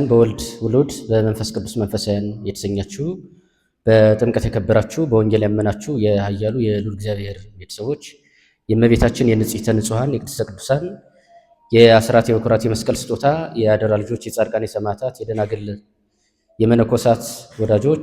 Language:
Amharic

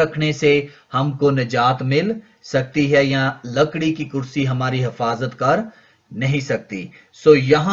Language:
Urdu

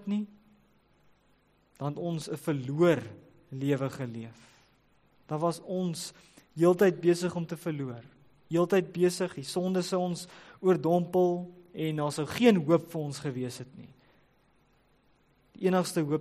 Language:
Afrikaans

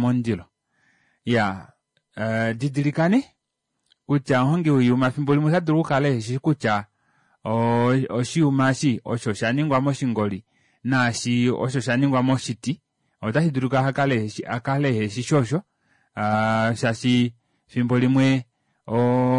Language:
Kuanyama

